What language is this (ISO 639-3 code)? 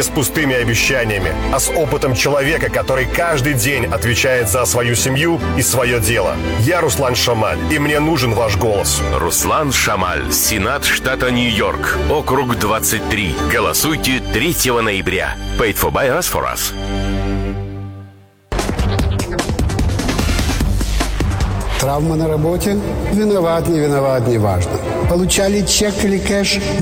rus